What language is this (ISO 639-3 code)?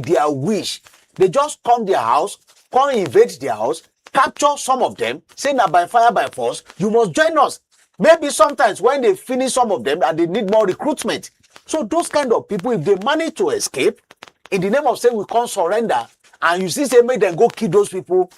pcm